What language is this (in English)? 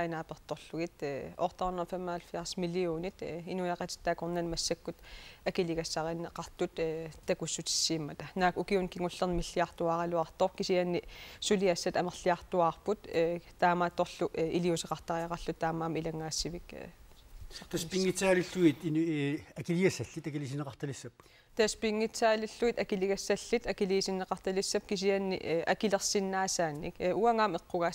Kalaallisut